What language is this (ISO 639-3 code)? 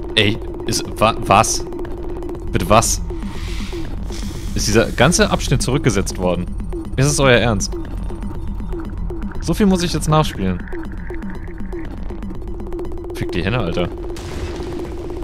deu